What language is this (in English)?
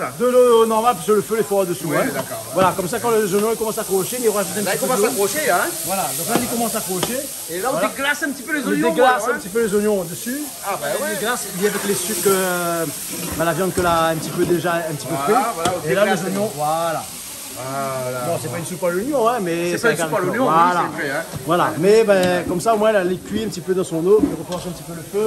Réunion Creole French